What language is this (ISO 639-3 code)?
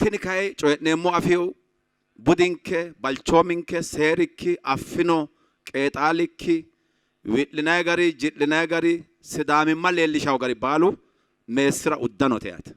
sid